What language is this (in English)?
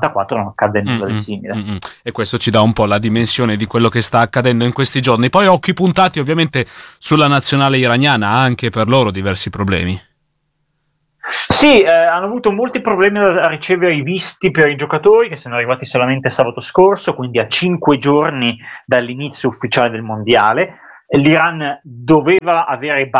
Italian